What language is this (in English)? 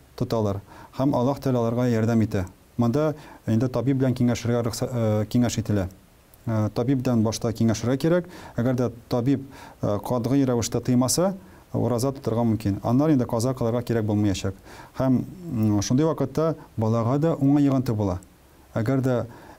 Tatar